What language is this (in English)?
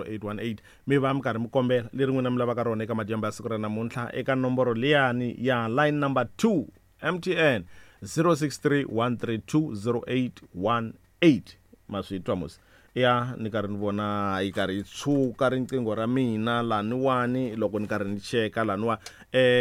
Tsonga